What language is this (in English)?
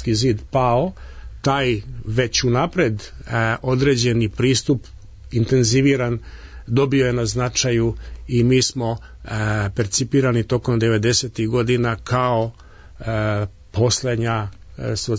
Serbian